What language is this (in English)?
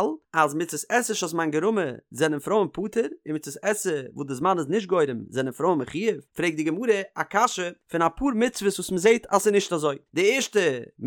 Yiddish